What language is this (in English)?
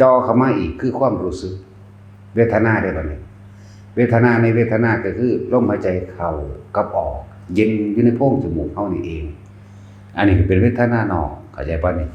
Northeastern Thai